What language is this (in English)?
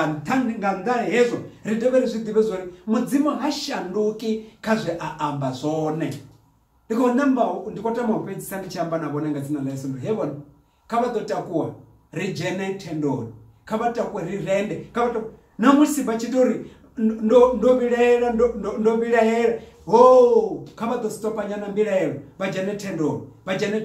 Venda